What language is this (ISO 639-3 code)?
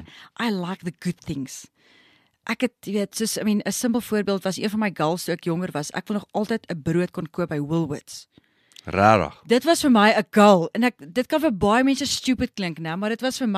afr